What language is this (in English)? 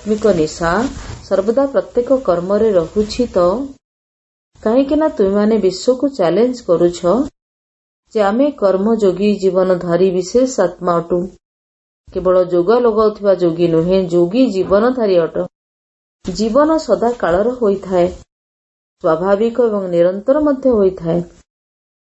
Odia